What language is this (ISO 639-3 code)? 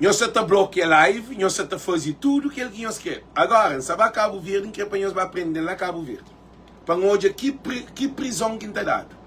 kea